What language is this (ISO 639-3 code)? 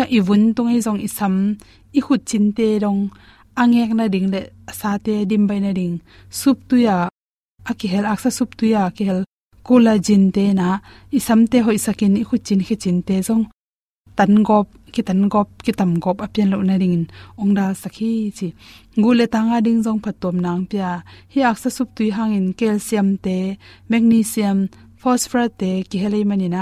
ctd